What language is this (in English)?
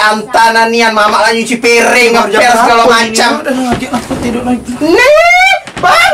Musi